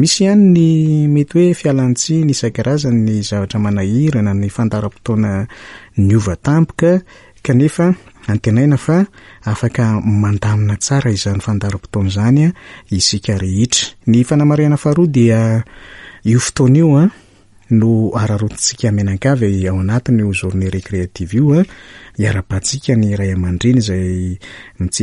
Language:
Malagasy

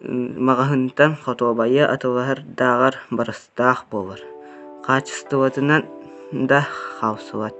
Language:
Yakut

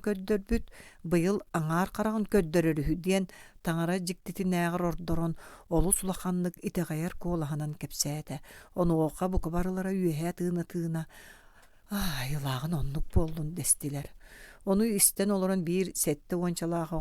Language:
Yakut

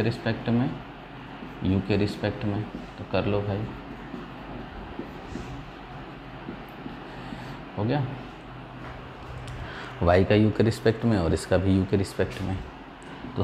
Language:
Hindi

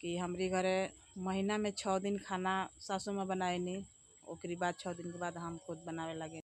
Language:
Bhojpuri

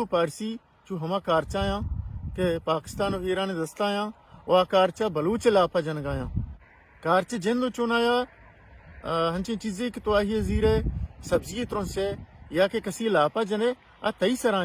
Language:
Baluchi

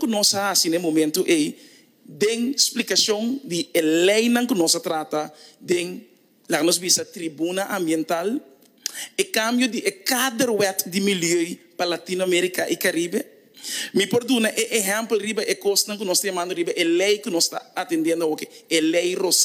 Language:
Papiamento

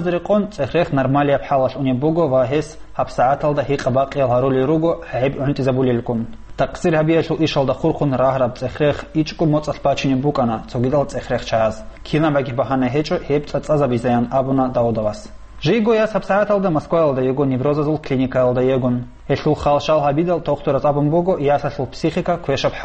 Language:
Avaric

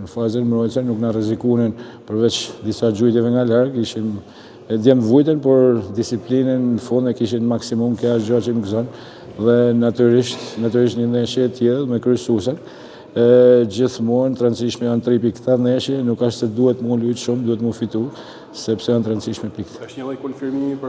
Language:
Albanian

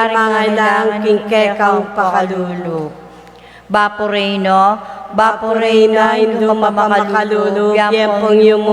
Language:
Pampanga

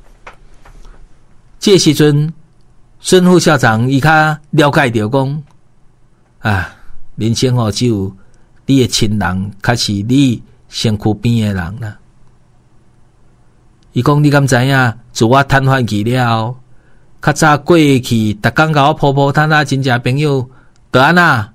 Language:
Min Nan Chinese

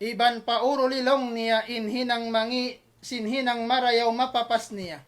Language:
Tausug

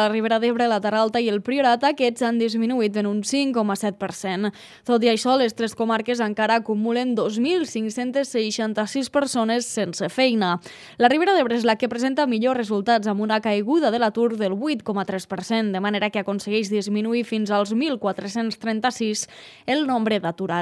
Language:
Catalan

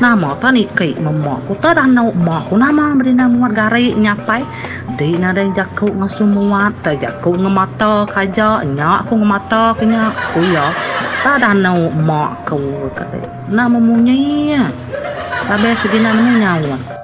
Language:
Iban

